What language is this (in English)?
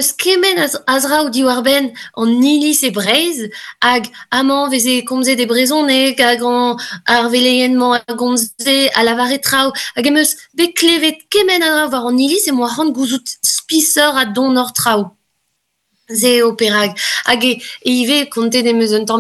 Breton